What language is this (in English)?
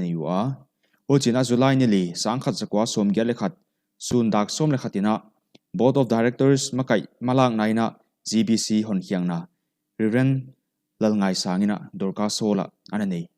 Paite Chin